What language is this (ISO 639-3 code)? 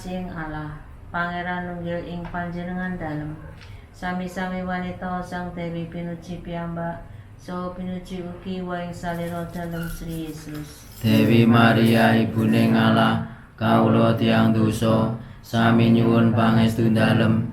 jav